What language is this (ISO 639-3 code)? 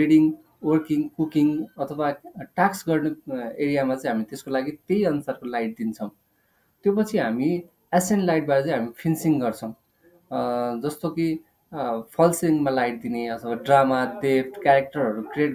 nep